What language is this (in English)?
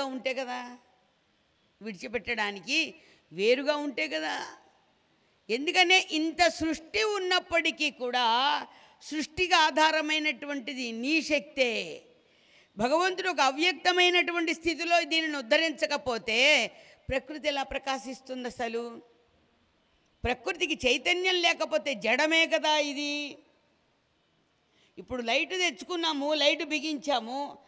Telugu